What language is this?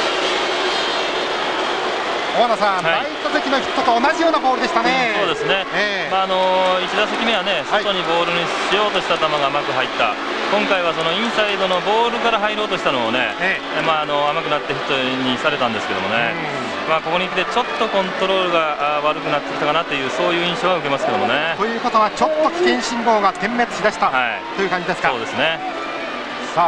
Japanese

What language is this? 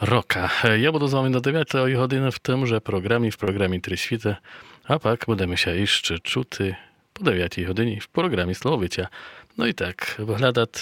Rusyn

